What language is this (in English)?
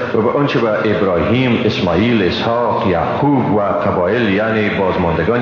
Persian